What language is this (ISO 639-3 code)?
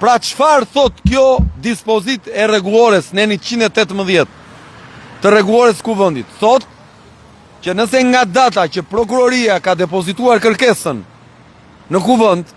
sqi